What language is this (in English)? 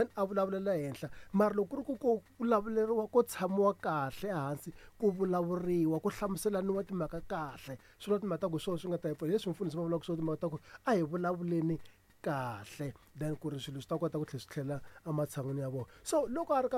Tsonga